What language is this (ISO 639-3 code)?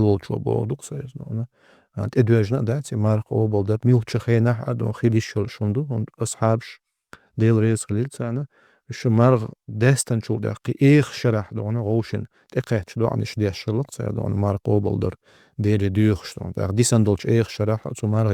che